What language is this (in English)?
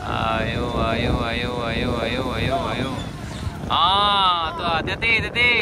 Minangkabau